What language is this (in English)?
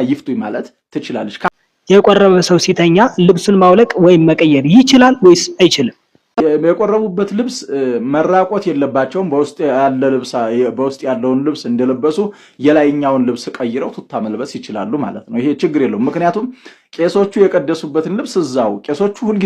Amharic